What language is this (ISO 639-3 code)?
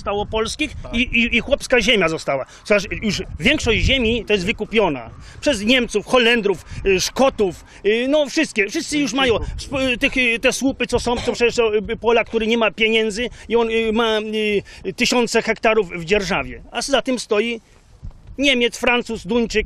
pol